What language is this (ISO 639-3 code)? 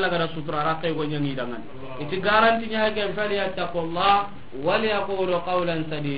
snk